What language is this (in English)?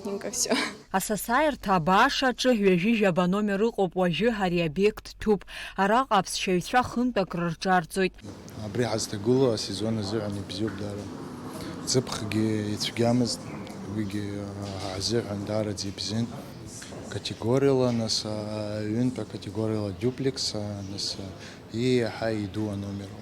Abkhazian